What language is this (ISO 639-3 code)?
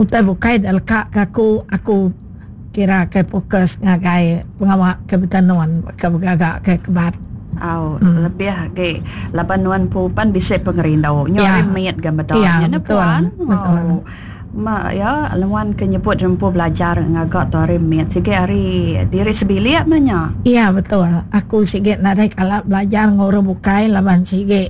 iba